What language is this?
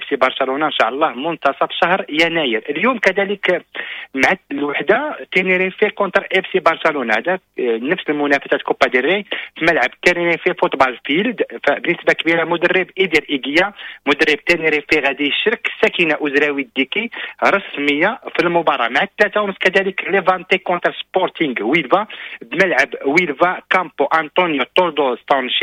Moroccan Arabic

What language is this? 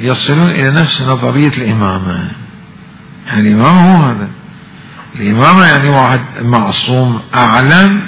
Mesopotamian Arabic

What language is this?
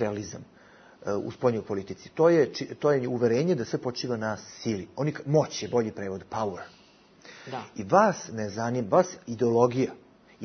Bosnian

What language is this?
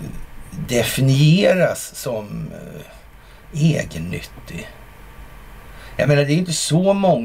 Swedish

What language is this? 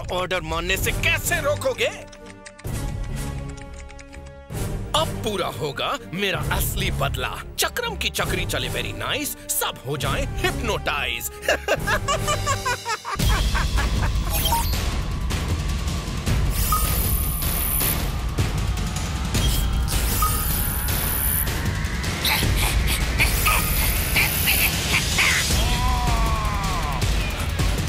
Hindi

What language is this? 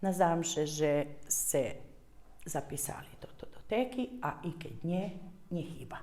Rusyn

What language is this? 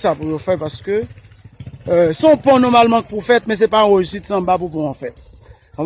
Haitian Creole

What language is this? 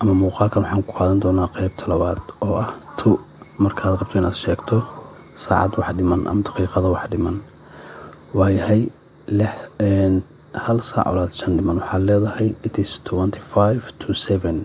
Somali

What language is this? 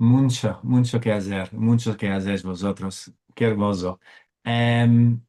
Ladino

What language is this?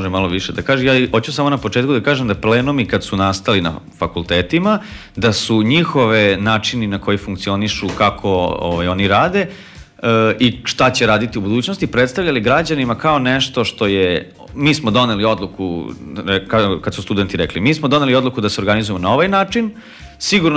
Serbian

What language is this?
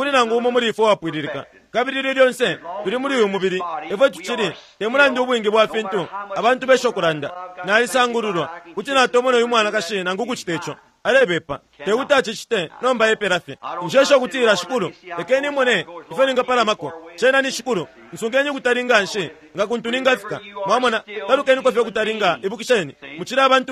Bemba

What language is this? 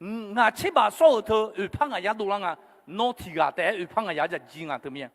Akha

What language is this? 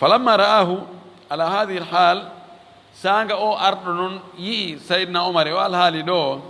Fula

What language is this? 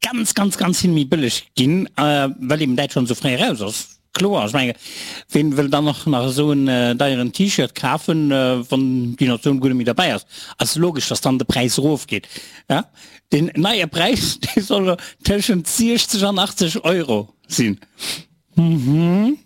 Luxembourgish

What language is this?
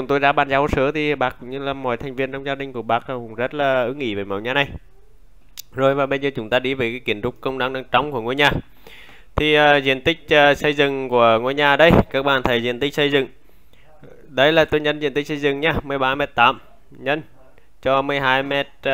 Vietnamese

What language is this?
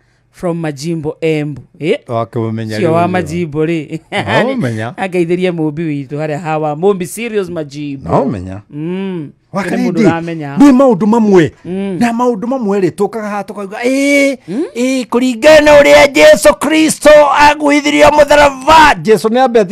Kikuyu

